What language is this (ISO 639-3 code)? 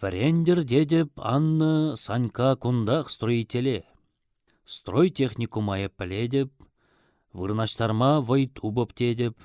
chv